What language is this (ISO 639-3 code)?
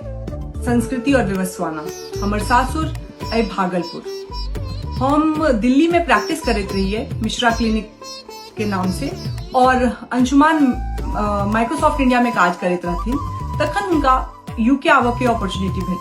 mai